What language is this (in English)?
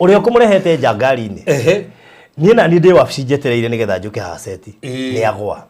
Kikuyu